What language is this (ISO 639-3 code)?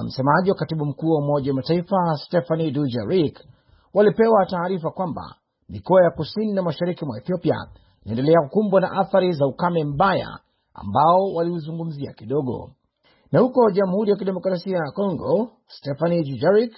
swa